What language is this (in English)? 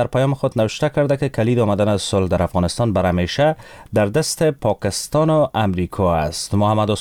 Persian